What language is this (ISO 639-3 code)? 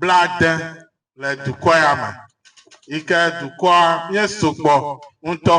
ewe